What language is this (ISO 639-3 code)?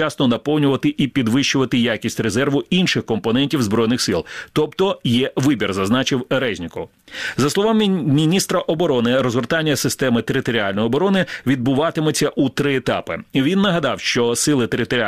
ukr